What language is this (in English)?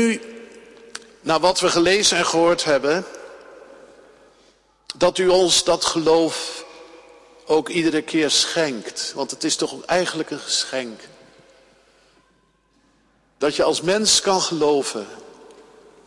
Dutch